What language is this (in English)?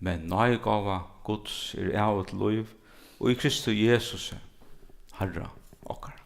Faroese